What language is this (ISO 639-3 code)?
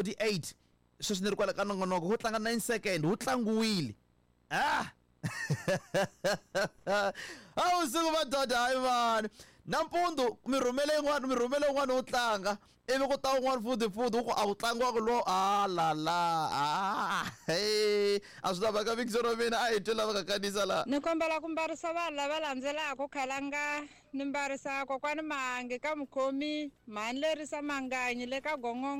tso